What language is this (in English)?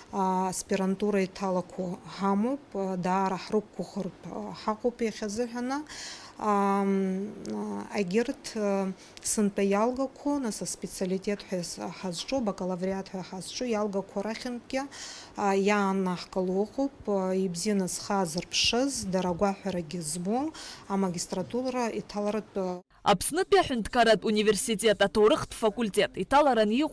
Abkhazian